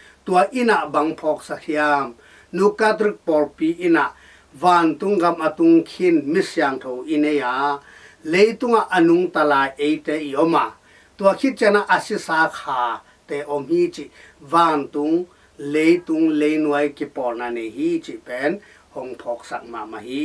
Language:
Tedim Chin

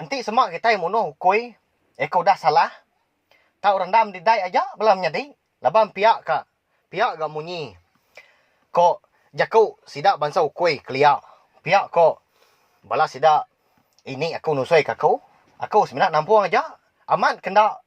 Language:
Iban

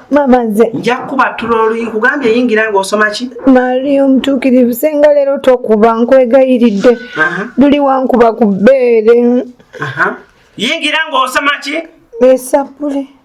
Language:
Ganda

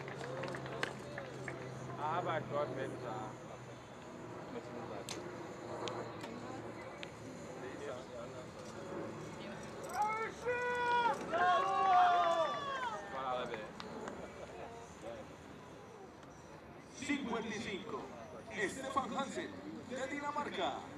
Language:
Danish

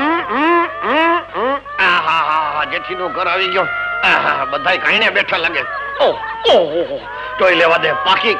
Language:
Gujarati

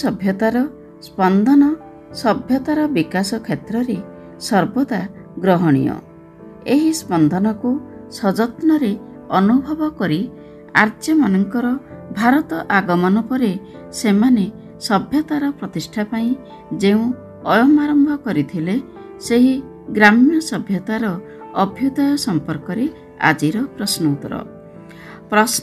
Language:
Odia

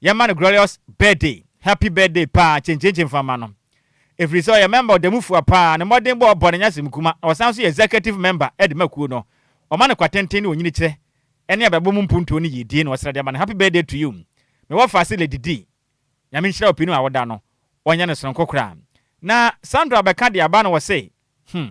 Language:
Akan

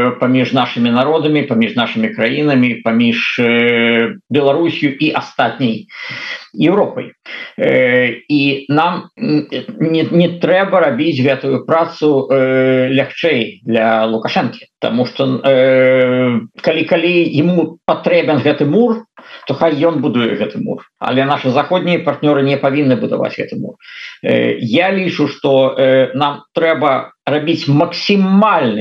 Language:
Belarusian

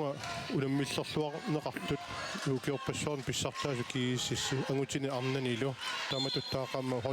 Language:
Kalaallisut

